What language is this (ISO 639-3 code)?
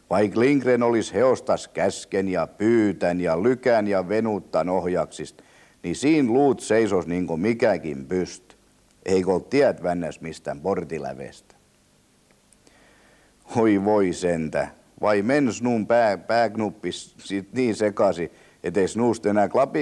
fin